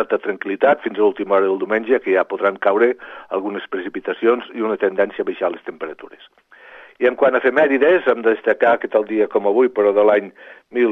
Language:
Catalan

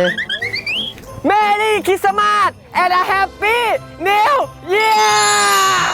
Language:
Lao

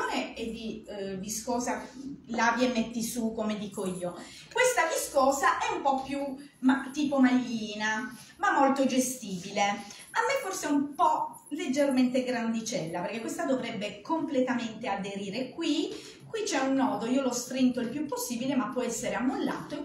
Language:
Italian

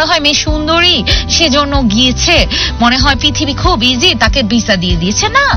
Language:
Bangla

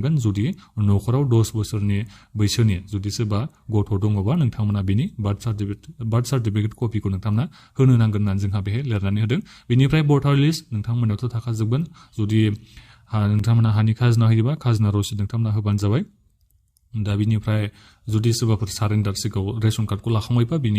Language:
Bodo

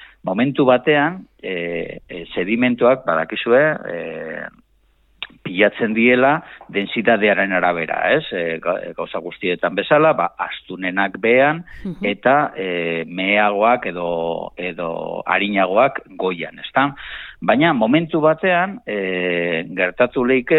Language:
Basque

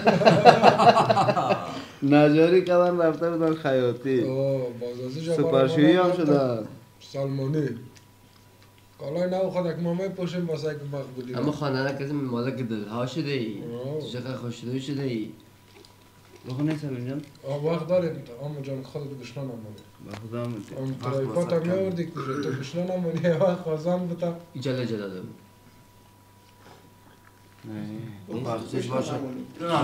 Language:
Persian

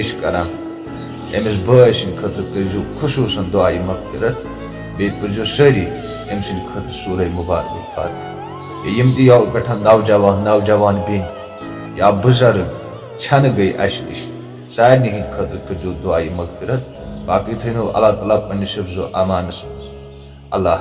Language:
Kashmiri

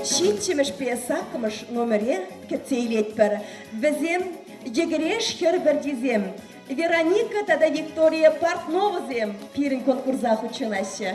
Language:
Chuvash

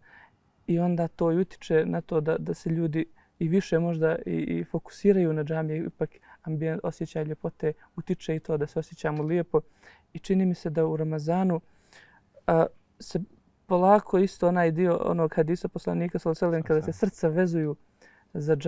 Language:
Bosnian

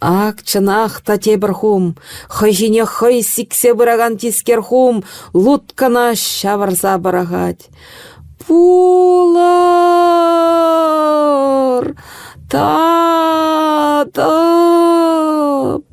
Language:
Chuvash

